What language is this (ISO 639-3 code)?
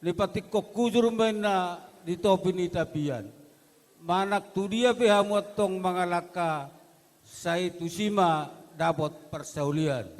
bbc